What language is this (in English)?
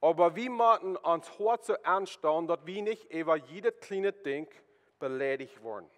Plautdietsch